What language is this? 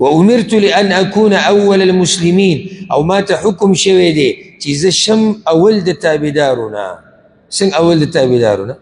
Pashto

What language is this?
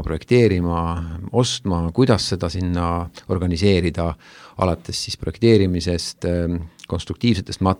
Estonian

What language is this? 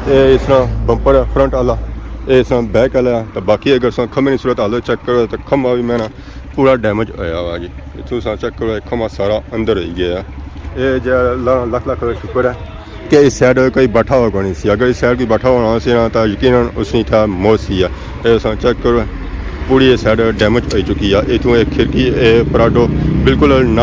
Pahari-Potwari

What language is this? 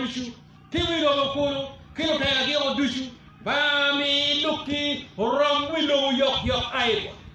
Acoli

